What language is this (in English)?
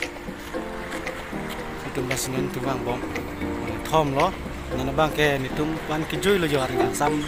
Karbi